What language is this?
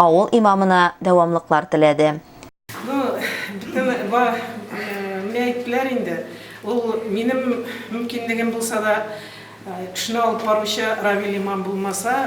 Tatar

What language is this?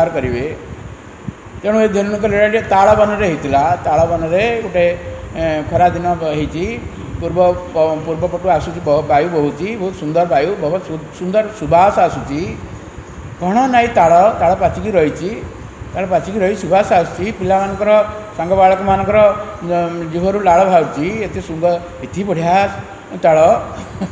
Odia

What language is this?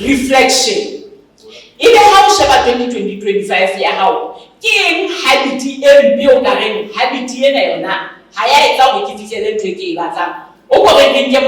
Southern Sotho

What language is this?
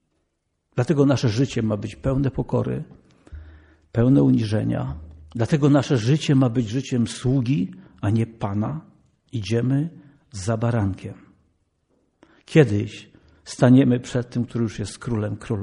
Polish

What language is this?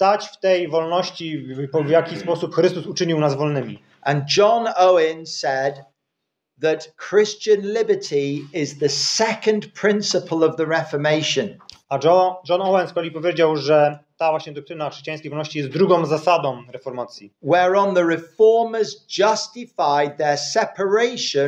Polish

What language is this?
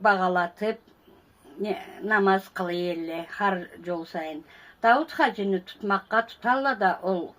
Karachay-Balkar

